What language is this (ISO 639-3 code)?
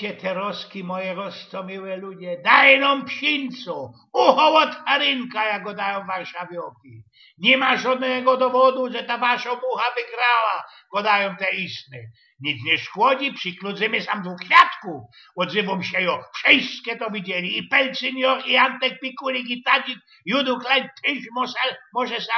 szl